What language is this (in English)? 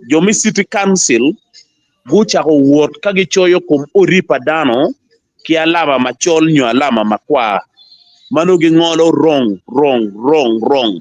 Acoli